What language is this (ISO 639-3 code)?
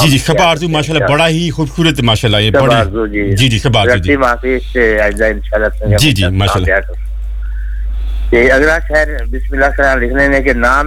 urd